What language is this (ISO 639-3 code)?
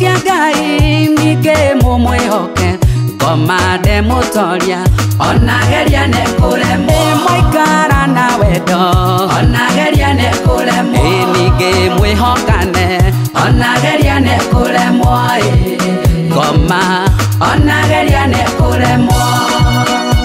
kik